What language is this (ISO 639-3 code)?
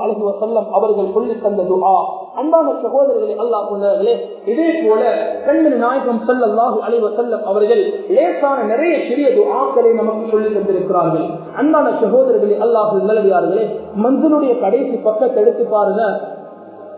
tam